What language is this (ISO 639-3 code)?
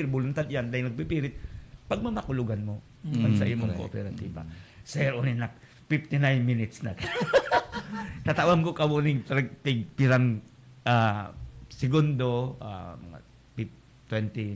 bik